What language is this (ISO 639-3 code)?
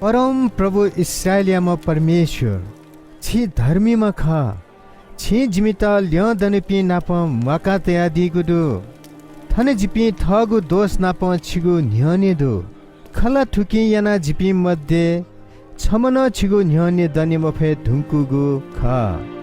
new